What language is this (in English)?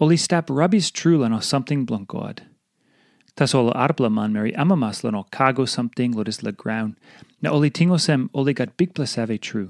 Tok Pisin